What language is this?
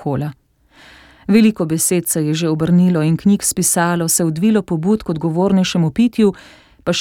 Slovenian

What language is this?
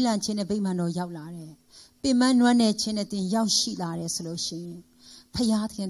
Burmese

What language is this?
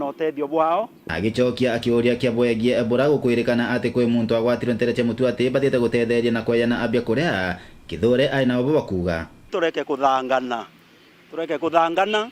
Meru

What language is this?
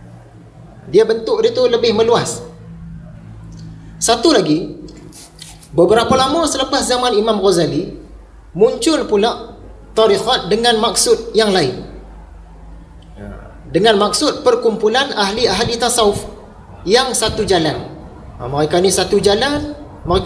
Malay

